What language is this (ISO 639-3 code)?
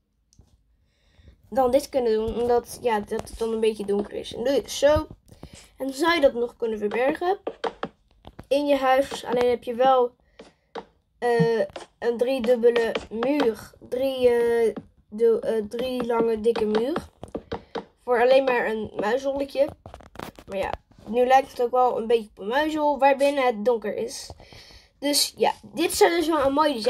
nld